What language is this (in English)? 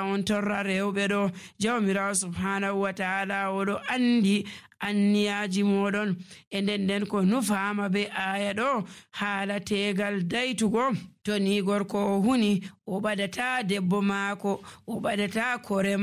Nigerian Fulfulde